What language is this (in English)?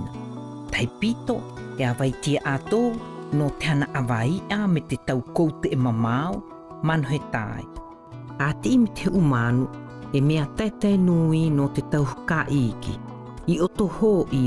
South Marquesan